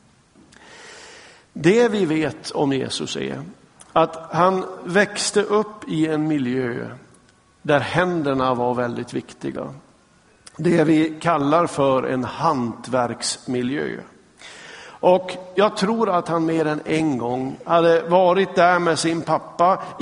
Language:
Swedish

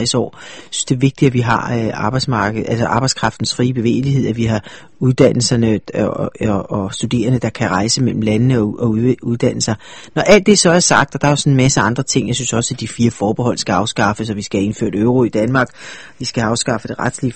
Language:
Danish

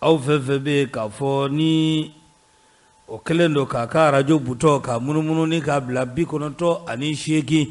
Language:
Bambara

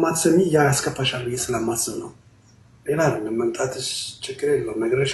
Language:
Amharic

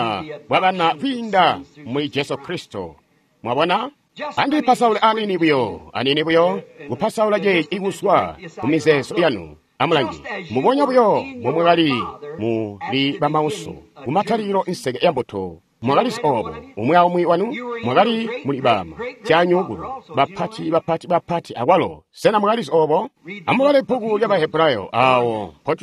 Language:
Tonga (Zambia)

